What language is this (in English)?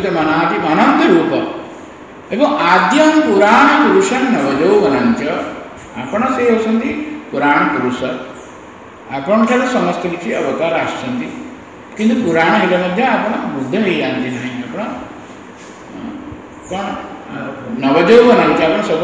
Odia